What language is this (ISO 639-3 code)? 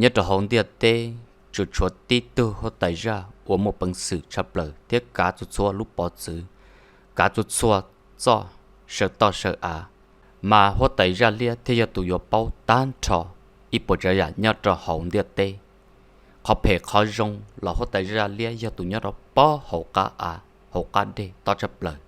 hmn